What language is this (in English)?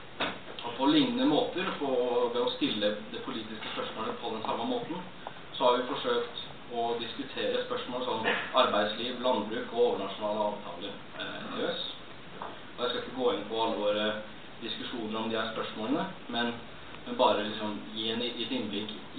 Norwegian